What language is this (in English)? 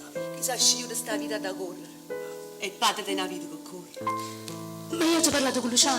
Neapolitan